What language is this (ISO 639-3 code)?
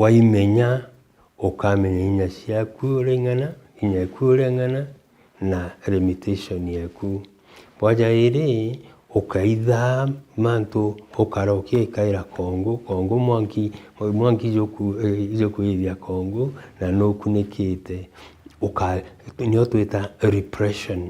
mer